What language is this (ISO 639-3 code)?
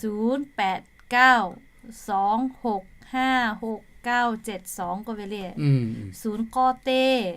lhu